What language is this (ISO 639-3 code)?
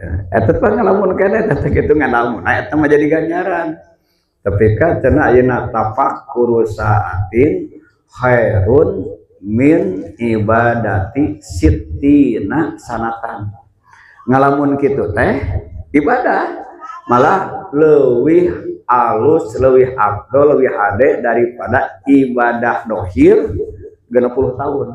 sun